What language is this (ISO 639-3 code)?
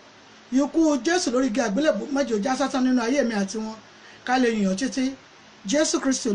yor